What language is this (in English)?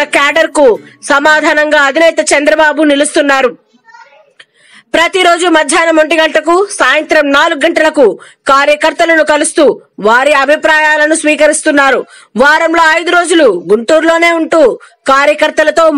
Telugu